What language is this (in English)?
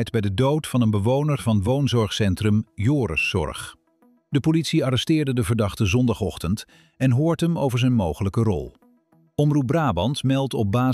Dutch